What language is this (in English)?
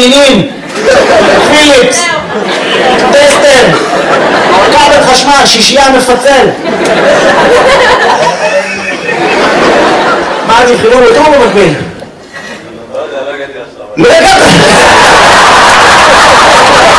Hebrew